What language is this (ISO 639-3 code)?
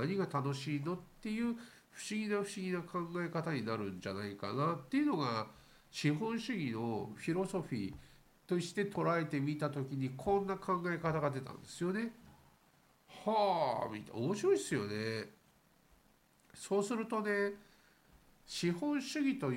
jpn